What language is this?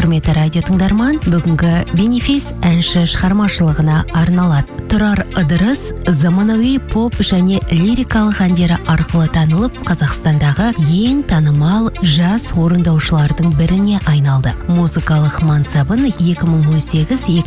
Kazakh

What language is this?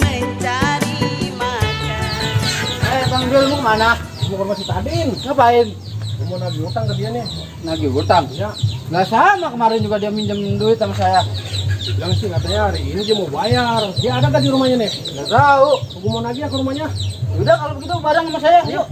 Betawi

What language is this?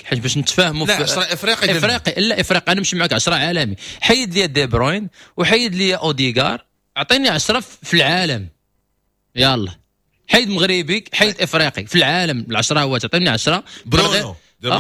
Moroccan Arabic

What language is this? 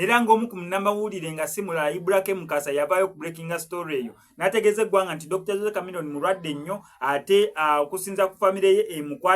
Ganda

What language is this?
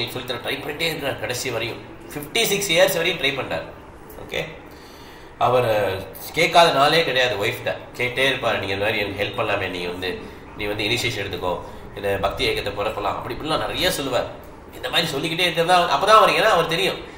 Tamil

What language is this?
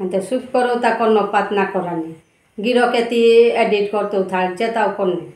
Bishnupriya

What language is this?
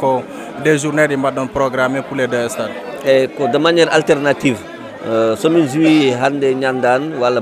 Fula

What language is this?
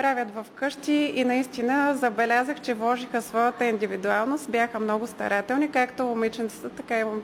Bulgarian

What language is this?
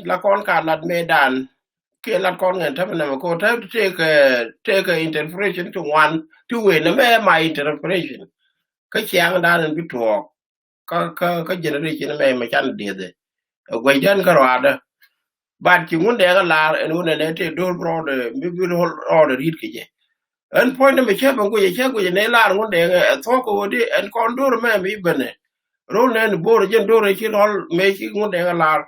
Nuer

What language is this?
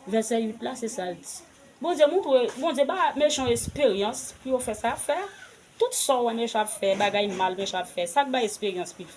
Haitian Creole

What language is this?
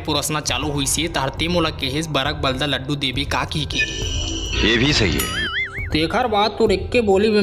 Chhattisgarhi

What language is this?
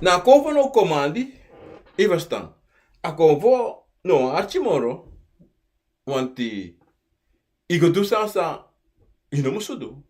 Sranan Tongo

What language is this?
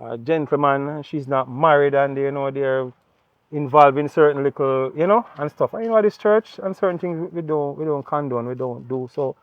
Jamaican Creole English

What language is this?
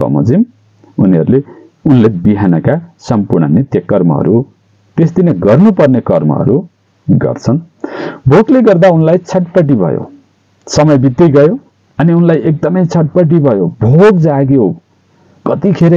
Nepali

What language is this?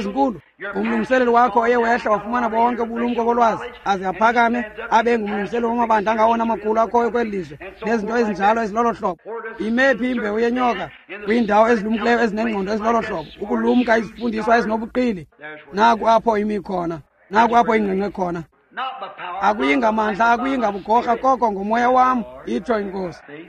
Xhosa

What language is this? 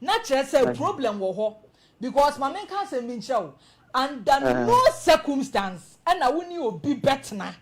Akan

